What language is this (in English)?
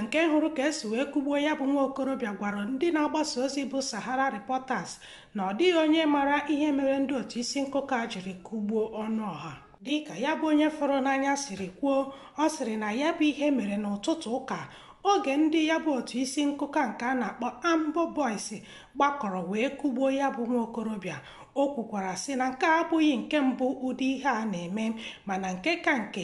Igbo